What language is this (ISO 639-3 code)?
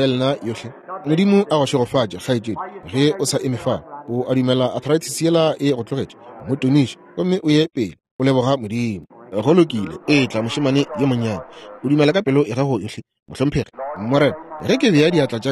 nso